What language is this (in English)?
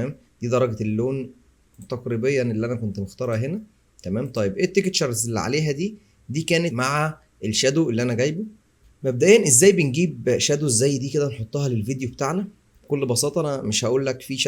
Egyptian Arabic